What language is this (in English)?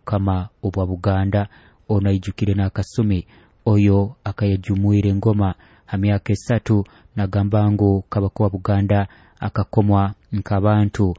Nyoro